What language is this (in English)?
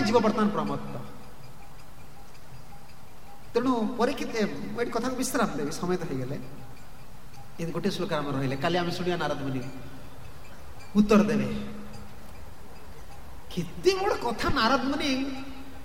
Odia